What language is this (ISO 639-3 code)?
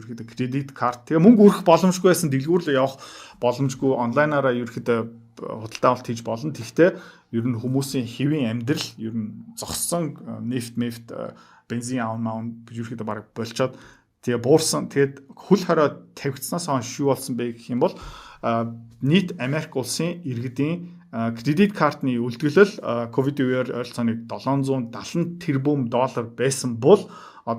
mon